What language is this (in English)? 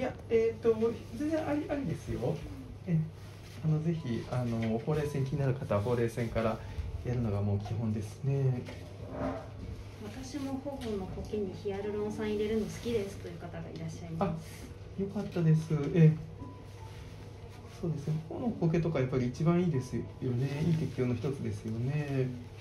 Japanese